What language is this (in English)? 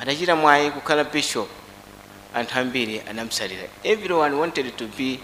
Nyanja